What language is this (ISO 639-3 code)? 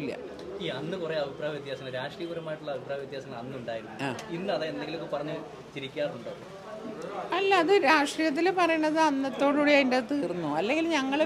mal